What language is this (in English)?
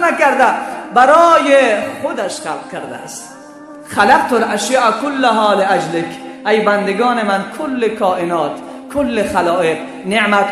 Persian